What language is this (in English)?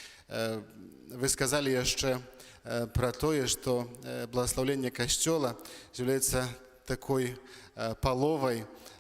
Belarusian